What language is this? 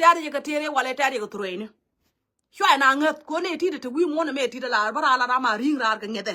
Nuer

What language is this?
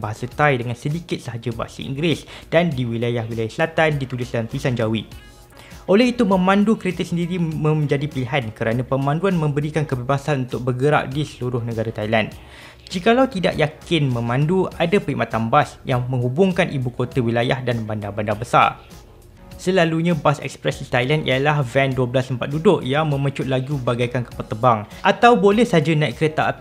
Malay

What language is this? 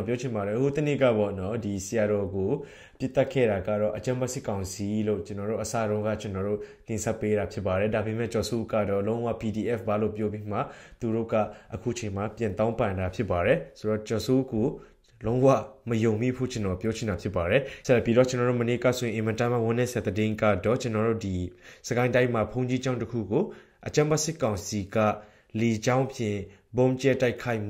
Burmese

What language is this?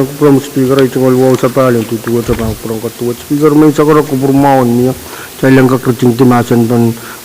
Pohnpeian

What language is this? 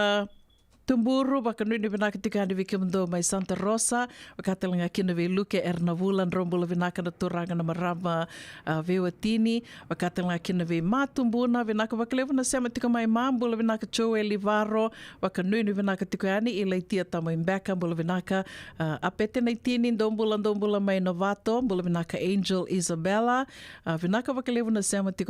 Fijian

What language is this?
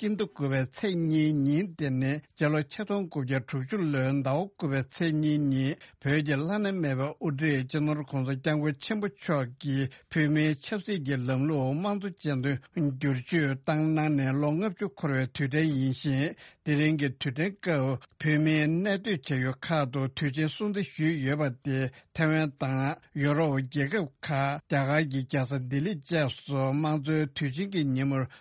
Tibetan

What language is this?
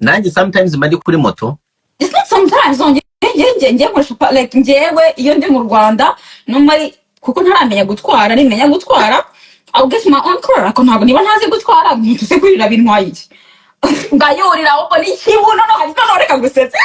Kinyarwanda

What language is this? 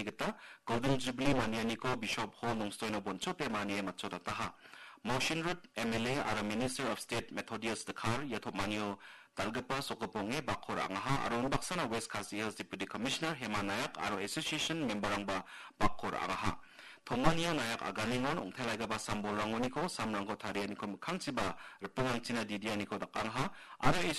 Garo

